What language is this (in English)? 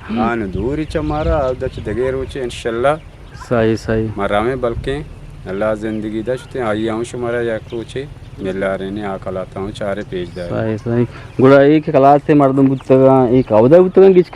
Eastern Balochi